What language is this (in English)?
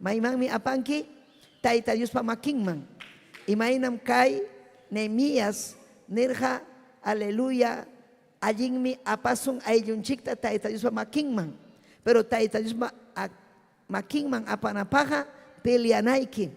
Ayacucho Quechua